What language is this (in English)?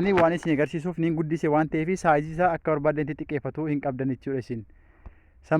Oromo